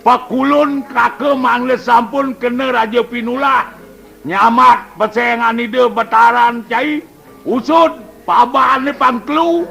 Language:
Balinese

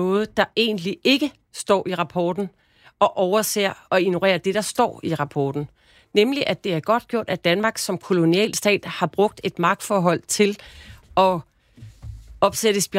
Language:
Danish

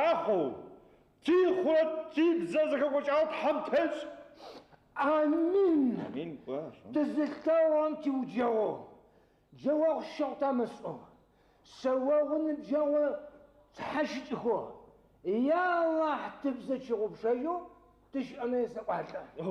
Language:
Adyghe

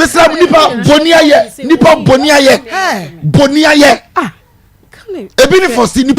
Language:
Akan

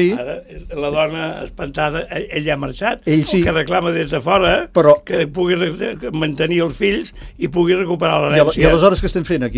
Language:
Catalan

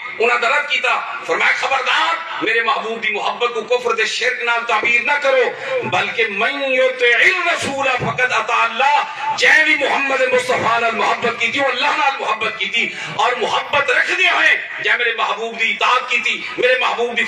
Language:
Saraiki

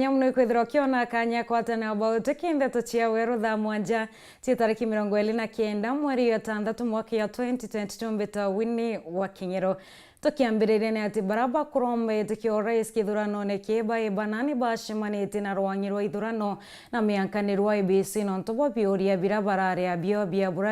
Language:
Meru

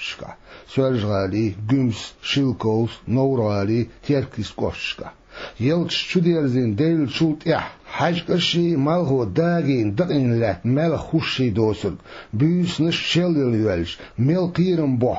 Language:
Chechen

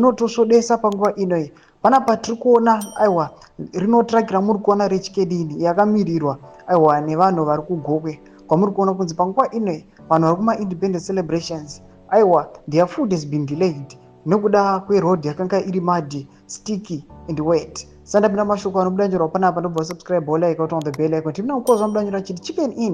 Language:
Shona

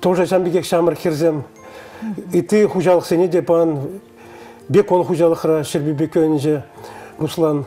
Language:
Chuvash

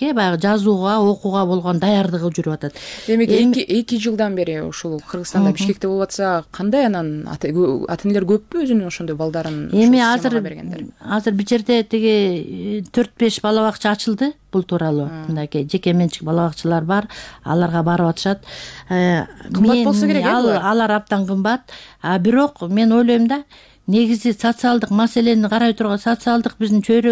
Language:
Kyrgyz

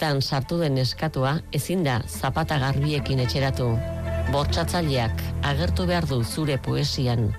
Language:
Basque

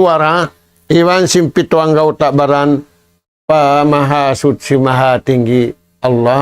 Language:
Tausug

